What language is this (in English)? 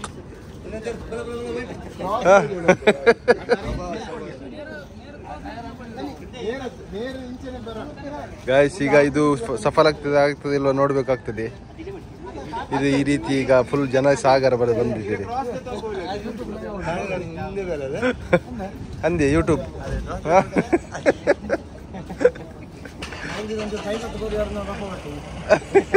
Kannada